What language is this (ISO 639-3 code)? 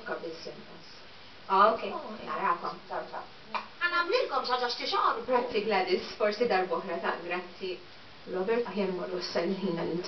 mlt